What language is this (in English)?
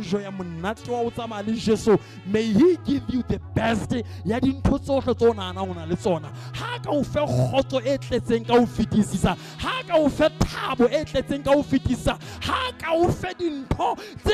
Southern Sotho